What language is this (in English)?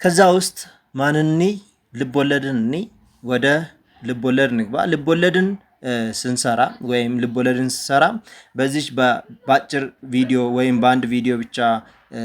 Amharic